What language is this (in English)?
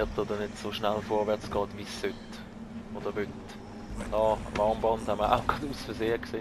Swiss German